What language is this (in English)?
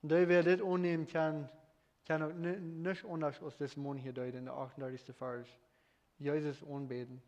Plautdietsch